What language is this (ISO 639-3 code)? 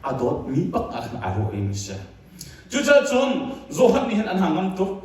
cnh